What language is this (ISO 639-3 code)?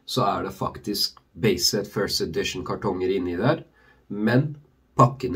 nor